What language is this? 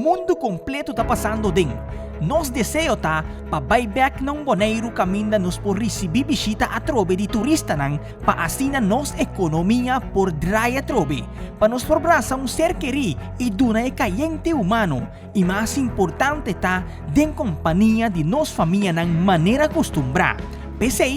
Papiamento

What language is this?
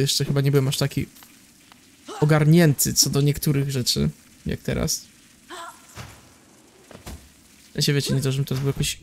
Polish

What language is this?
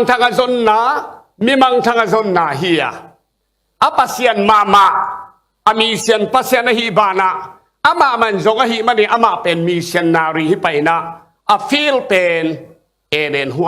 Tedim Chin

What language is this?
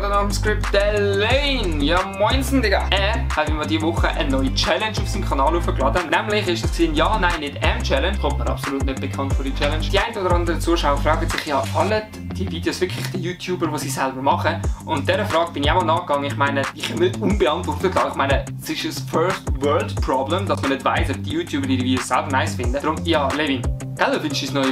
Swiss German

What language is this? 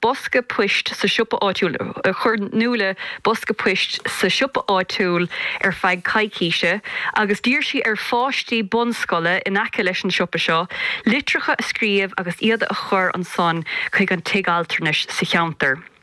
Irish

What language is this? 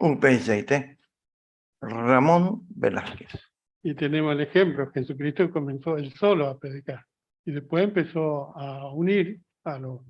Guarani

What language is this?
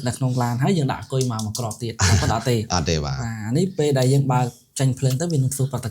Khmer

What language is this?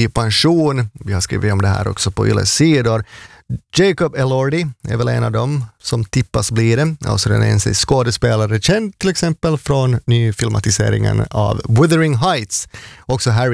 Swedish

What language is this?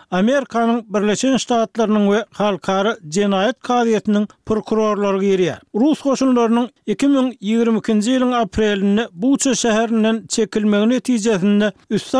Turkmen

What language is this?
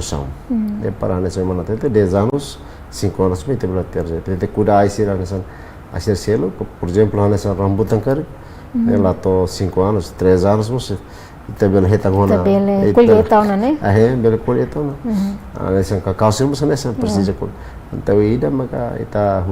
Tetum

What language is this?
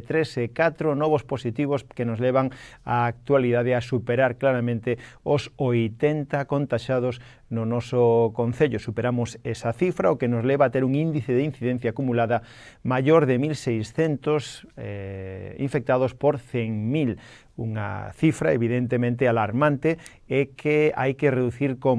Galician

